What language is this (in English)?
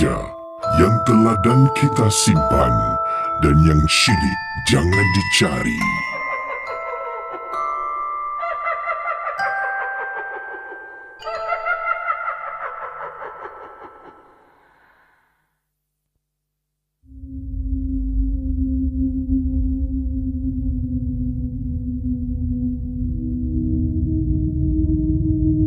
Malay